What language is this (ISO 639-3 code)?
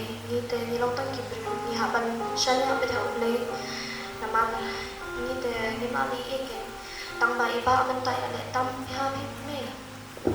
kha